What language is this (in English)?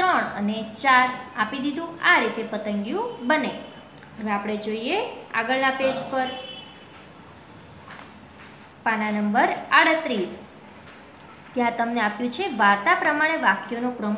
Gujarati